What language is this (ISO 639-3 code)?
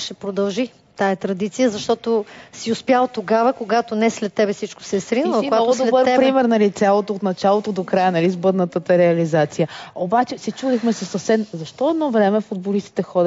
bul